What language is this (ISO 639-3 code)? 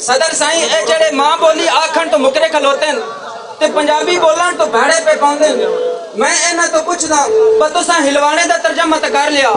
lah